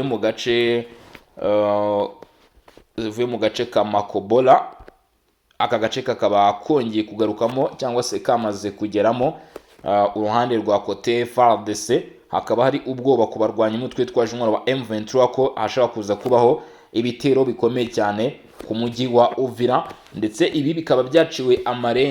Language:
Kinyarwanda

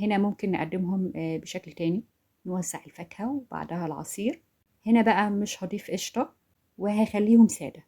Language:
Egyptian Arabic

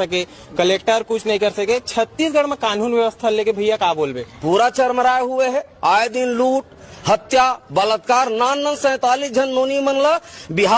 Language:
Chhattisgarhi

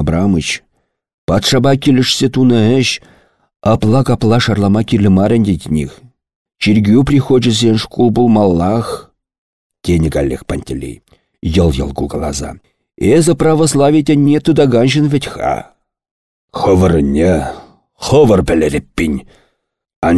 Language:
Chuvash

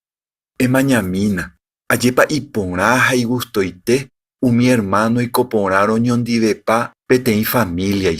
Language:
Guarani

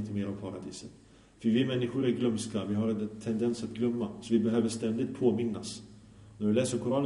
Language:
Swedish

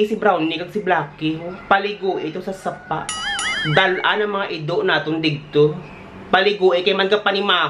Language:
Hiligaynon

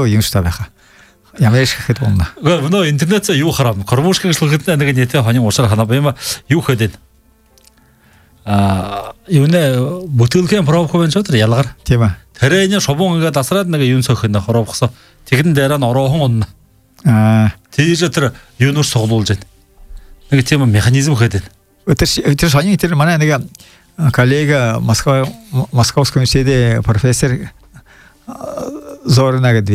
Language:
Buriat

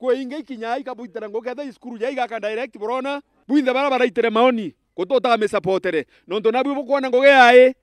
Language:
Meru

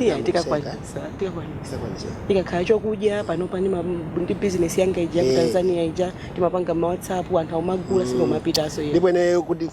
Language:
Nyanja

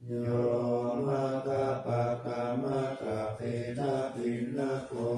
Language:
Pali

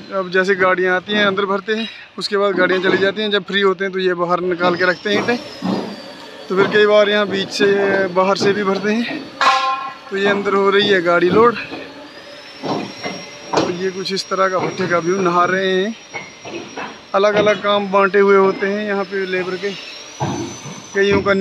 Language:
Hindi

